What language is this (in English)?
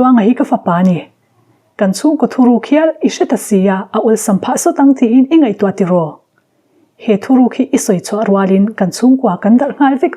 Mizo